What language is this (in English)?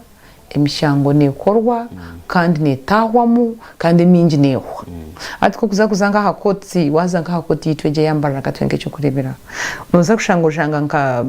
Nyankole